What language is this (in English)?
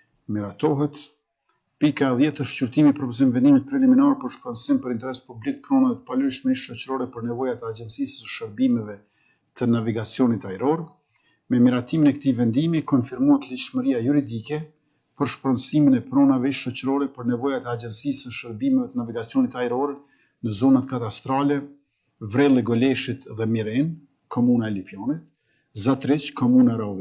Albanian